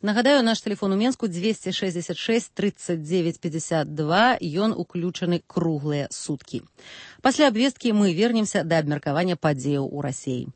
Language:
Belarusian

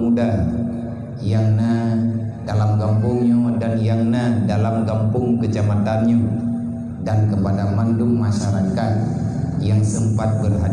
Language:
Achinese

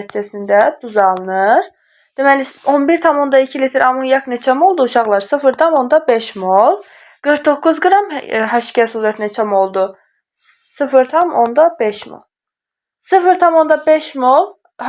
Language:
Azerbaijani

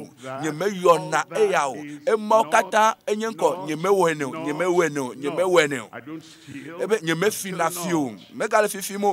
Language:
Ewe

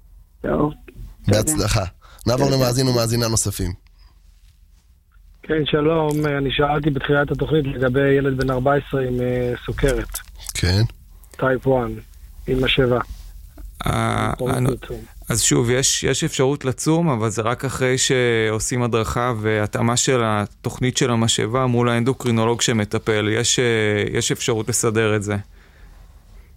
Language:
Hebrew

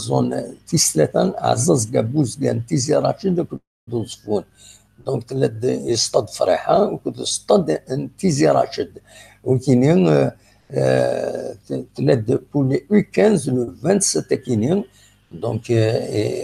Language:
Kabyle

